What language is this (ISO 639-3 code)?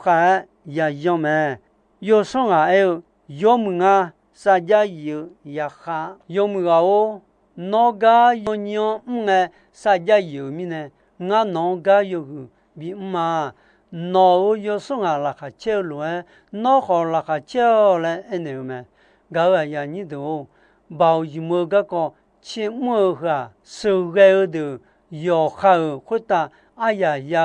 ahk